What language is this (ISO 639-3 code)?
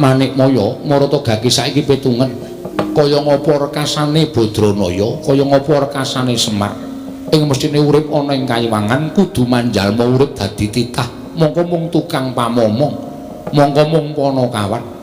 jav